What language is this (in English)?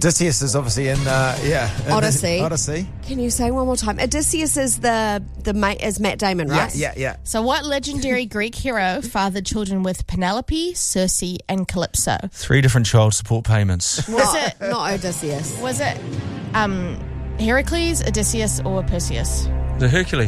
English